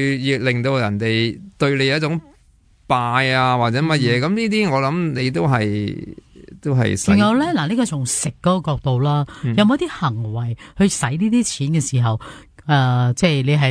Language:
Cantonese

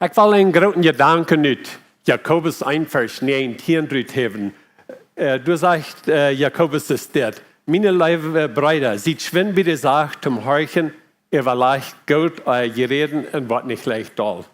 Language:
Plautdietsch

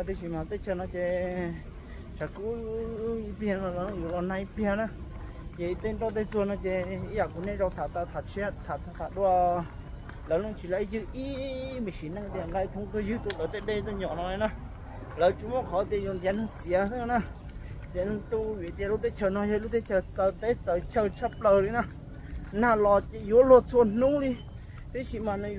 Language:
Hmong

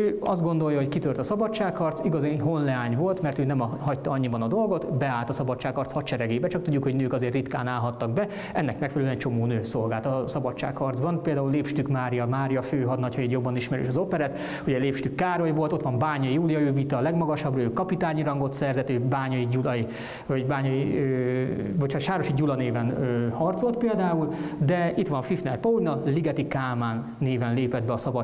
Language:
Hungarian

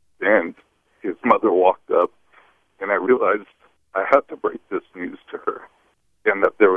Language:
English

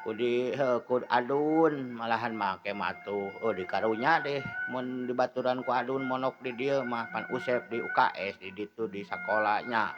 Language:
Sundanese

